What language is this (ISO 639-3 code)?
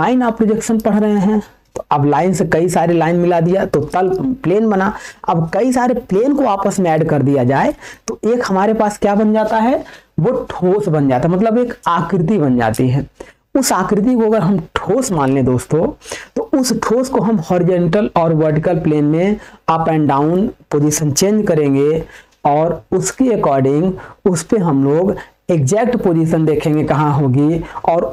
hin